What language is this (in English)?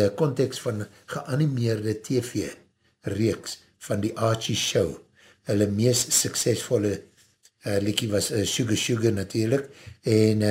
Afrikaans